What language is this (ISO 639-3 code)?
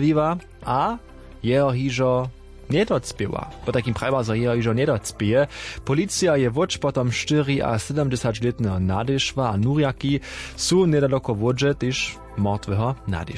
hsb